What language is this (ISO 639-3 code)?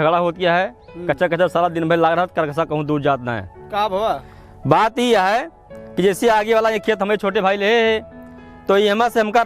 awa